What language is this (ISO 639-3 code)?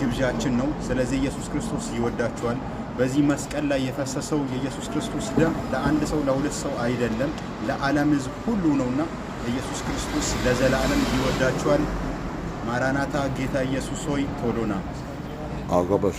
amh